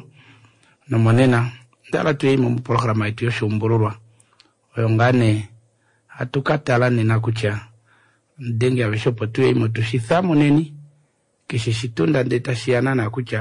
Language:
Kuanyama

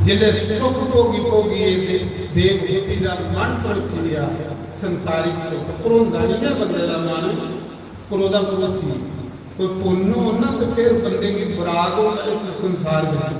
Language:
Dogri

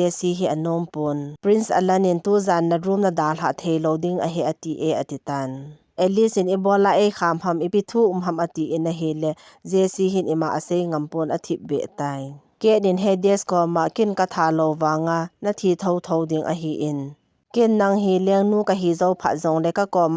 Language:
Thado Chin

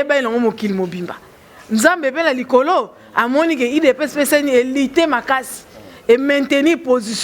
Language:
Lingala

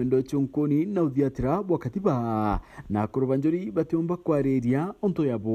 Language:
Meru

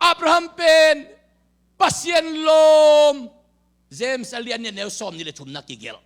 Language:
Tedim Chin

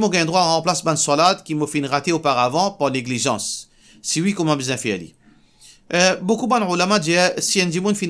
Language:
Morisyen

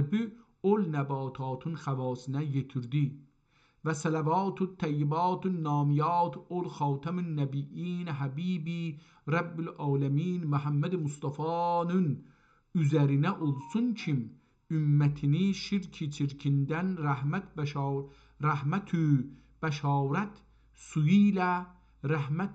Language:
South Azerbaijani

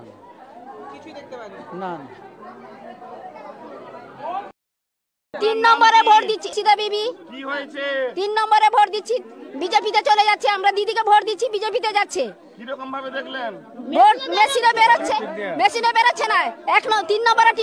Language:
Bangla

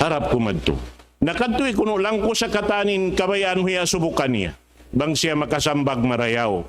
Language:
Tausug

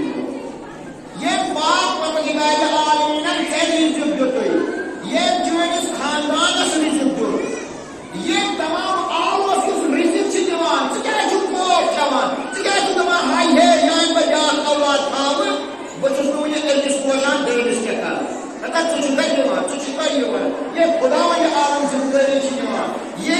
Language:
Kashmiri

